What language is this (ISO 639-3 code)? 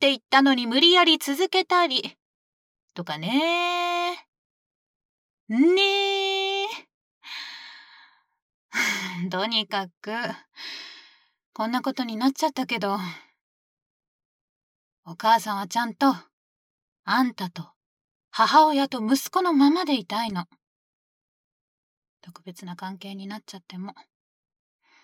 jpn